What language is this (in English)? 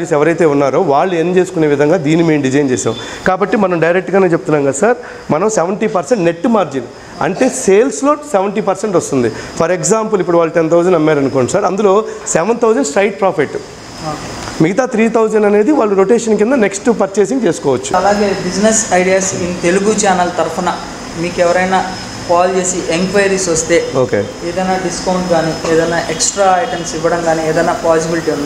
Telugu